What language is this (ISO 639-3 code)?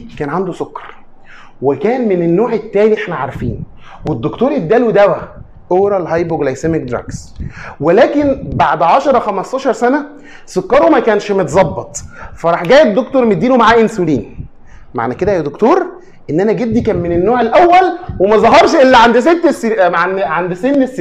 arz